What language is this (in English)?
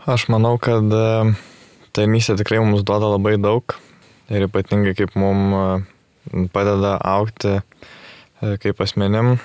Lithuanian